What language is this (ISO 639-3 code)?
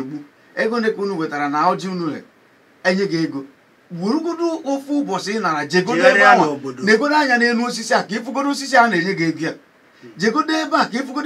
ibo